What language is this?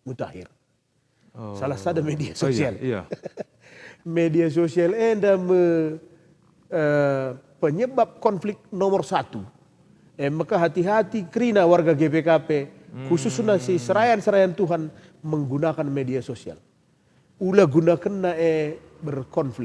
Batak Karo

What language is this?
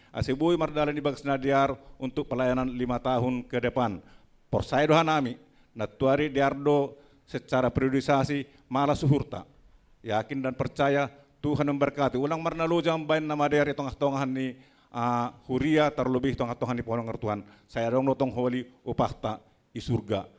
Batak Simalungun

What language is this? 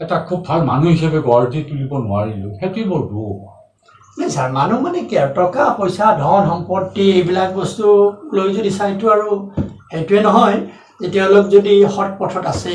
Assamese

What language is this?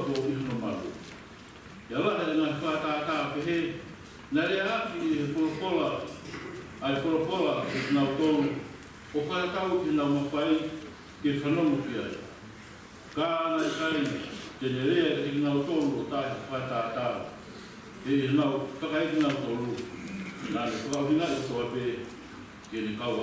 Tongan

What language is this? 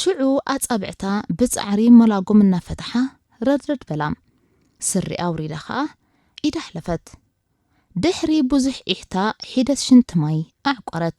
Tigrinya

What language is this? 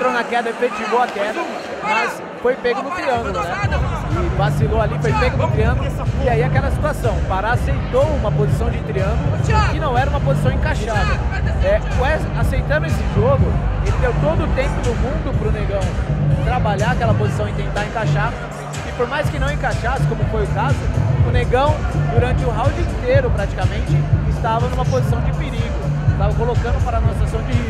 Portuguese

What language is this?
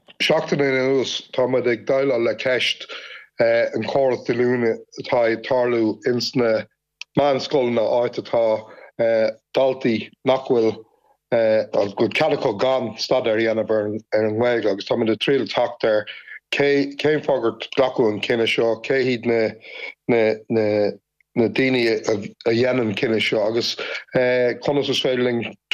Irish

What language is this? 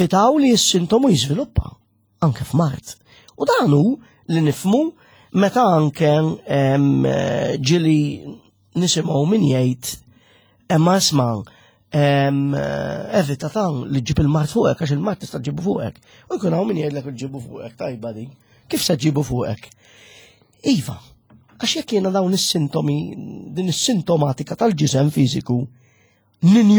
Maltese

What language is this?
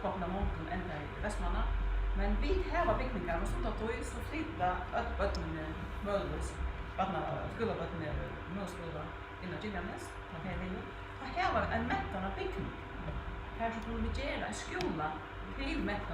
Faroese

